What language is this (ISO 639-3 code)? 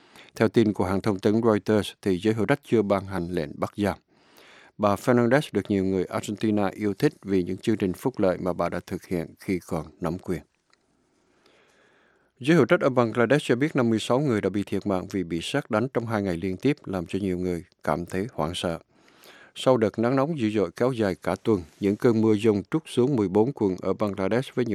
vie